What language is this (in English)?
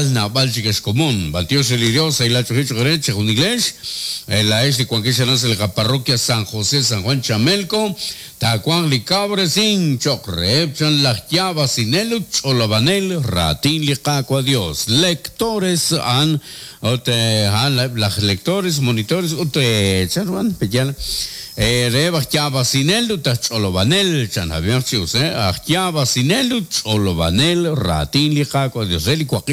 Kekchí